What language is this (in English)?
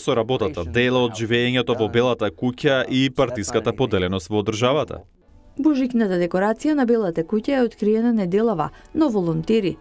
Macedonian